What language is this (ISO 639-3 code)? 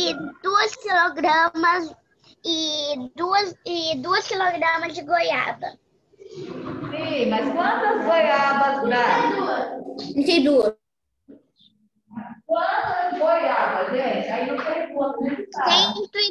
por